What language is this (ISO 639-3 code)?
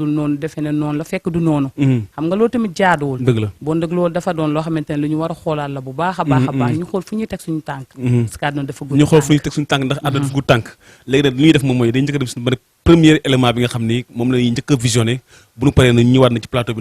wol